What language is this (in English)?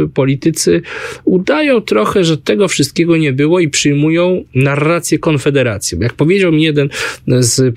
Polish